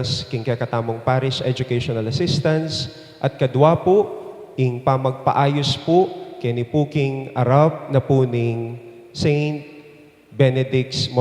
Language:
Pampanga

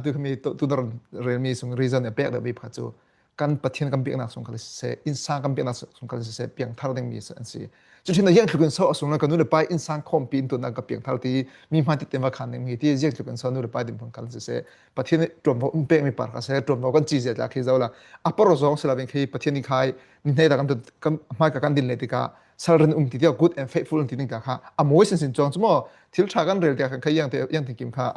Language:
Falam Chin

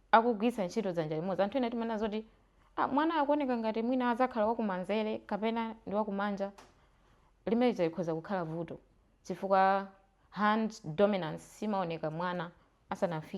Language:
Nyanja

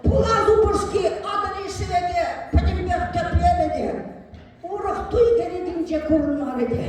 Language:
Chuvash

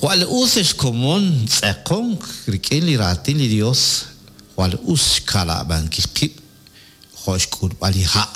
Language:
Kekchí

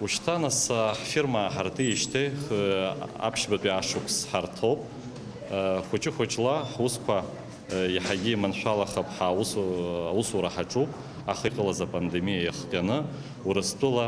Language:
Abkhazian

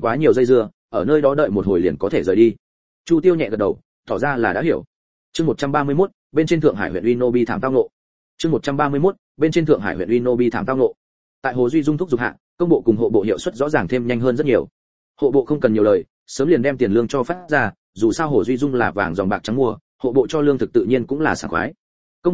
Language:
Vietnamese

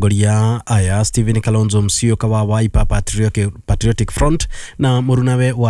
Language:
Kikuyu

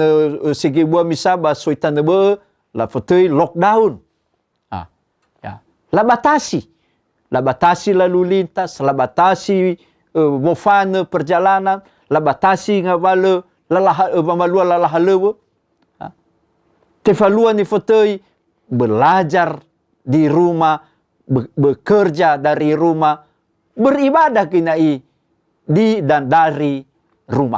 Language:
Nias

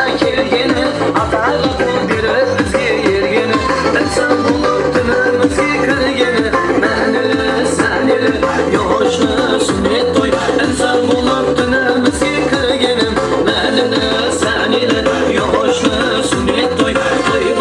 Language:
Kara-Kalpak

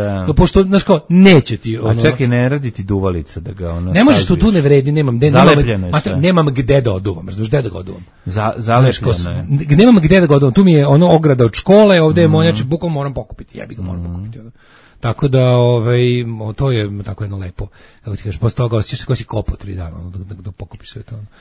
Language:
Serbian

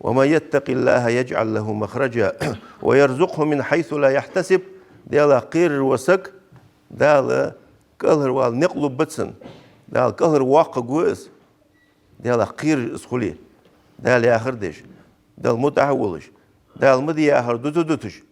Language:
Ingush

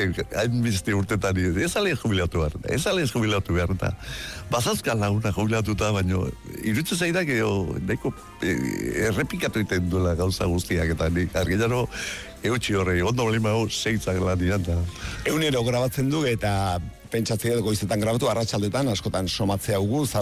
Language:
Basque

